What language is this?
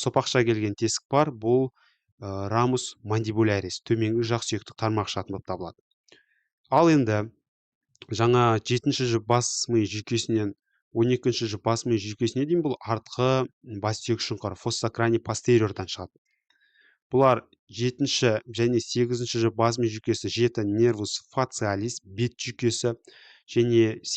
Kazakh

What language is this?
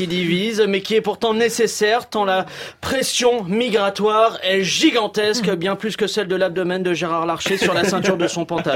French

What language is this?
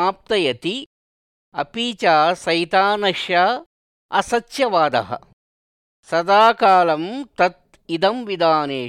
Sanskrit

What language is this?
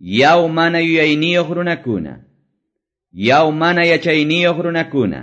Quechua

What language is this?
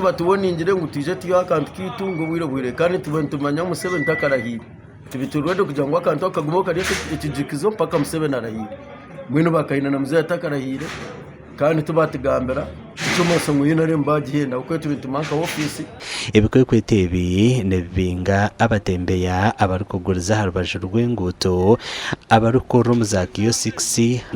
Nyankole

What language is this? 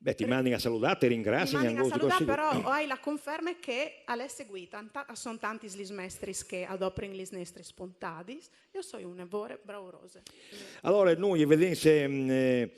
Friulian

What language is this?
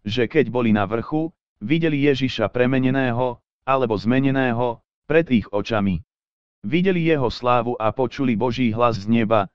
Slovak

